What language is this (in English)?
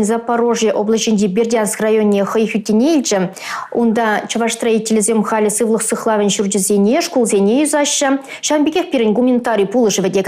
Chuvash